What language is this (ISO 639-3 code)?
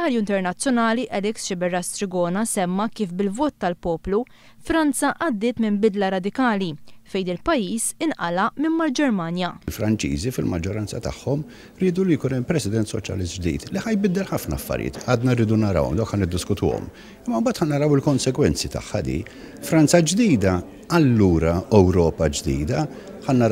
mlt